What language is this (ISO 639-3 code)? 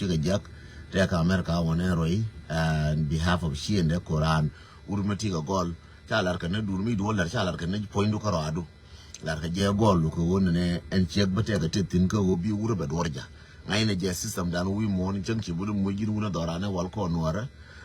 nus